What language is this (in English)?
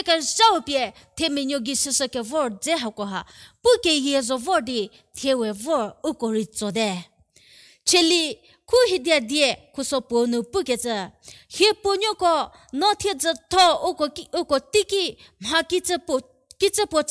Angami Naga